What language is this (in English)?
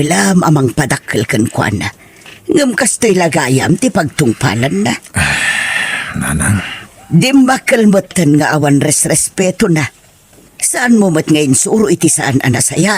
Iloko